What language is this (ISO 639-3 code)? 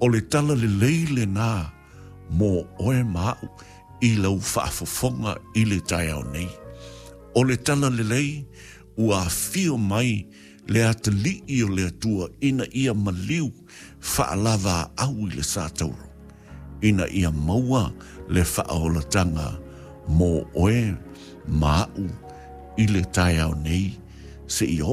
smo